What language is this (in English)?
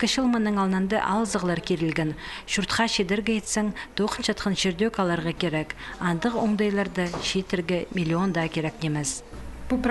Khakas